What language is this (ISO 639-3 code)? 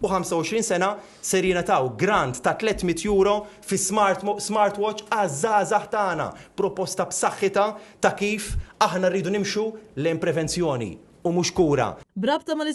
mlt